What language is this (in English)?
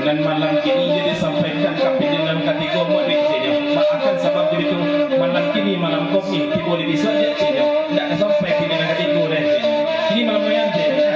Minangkabau